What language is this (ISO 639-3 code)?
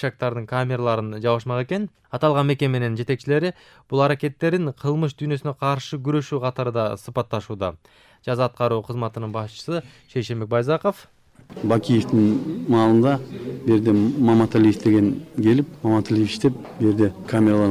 kir